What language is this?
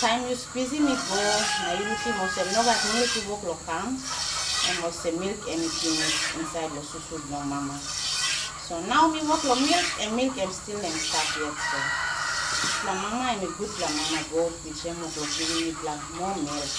Tok Pisin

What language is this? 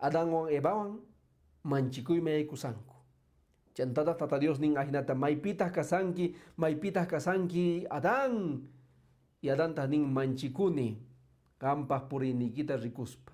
Quechua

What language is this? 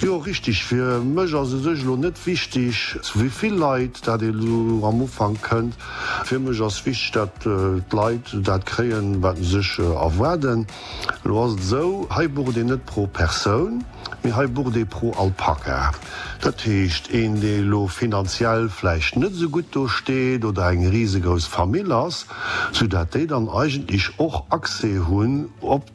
Luxembourgish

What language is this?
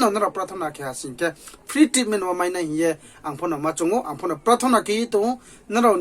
Riang (India)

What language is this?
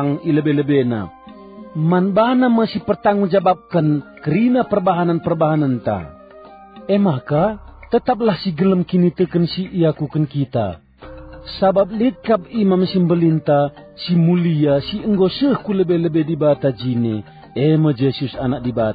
Batak Karo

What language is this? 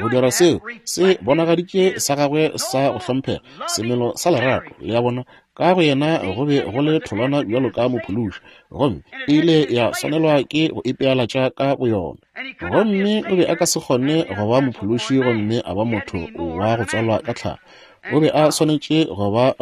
Northern Sotho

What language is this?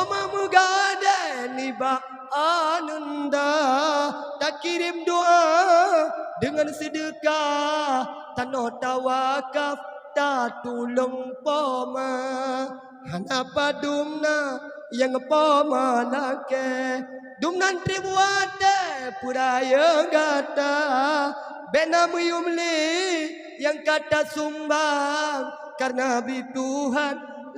Achinese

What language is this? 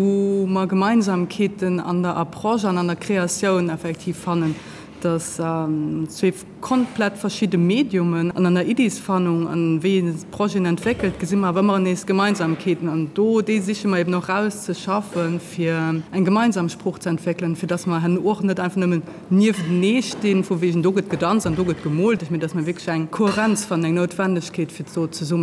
Luxembourgish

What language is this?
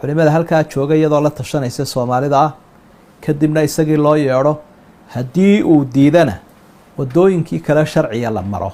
Somali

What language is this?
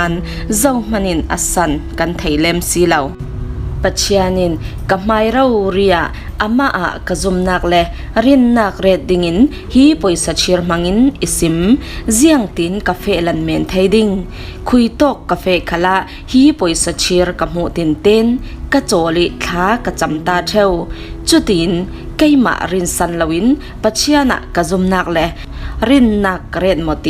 Falam Chin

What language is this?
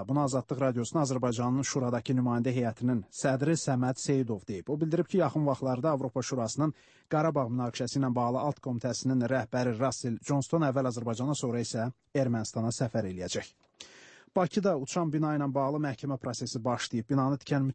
Azerbaijani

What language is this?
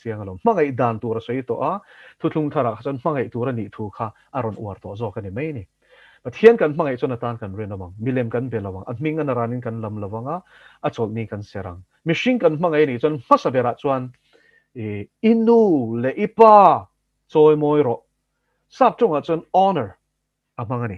Mizo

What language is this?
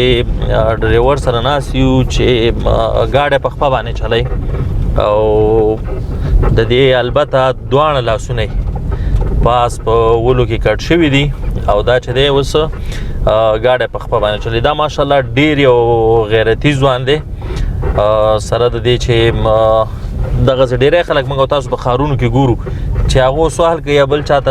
Pashto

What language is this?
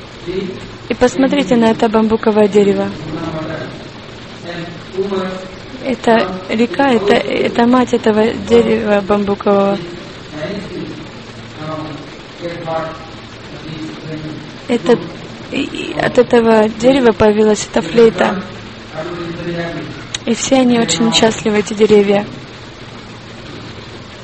Russian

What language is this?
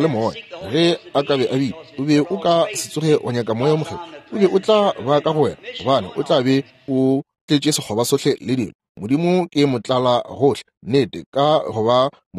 Northern Sotho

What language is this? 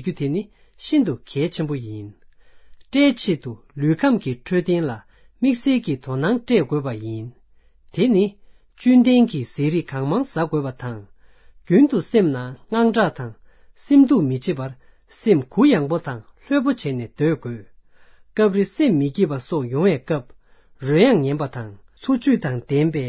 Tibetan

